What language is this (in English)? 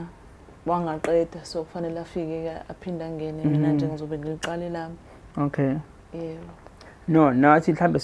Zulu